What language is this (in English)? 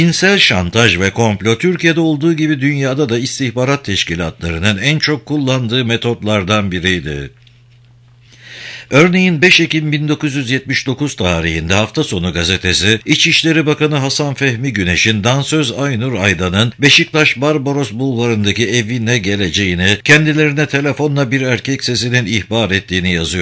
Turkish